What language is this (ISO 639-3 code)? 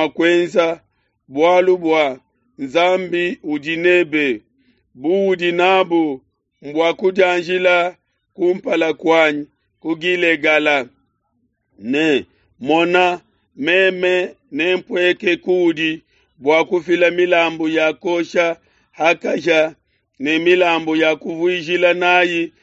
lua